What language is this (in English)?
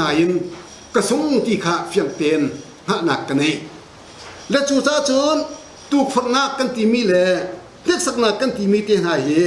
Hakha Chin